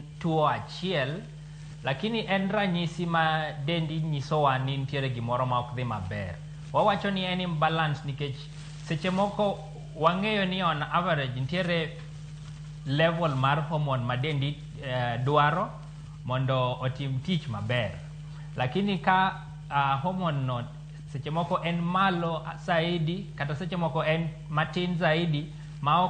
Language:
Luo (Kenya and Tanzania)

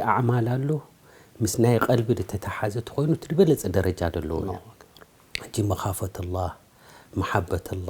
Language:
Tigrinya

